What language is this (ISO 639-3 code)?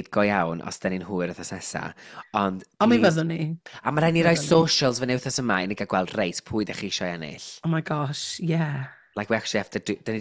cym